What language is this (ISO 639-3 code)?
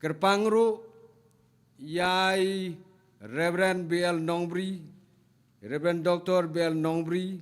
kha